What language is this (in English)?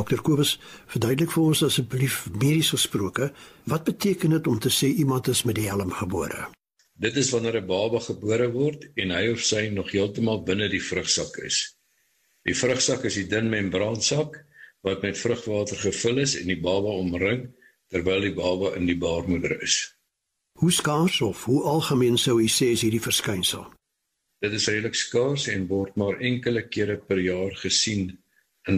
Afrikaans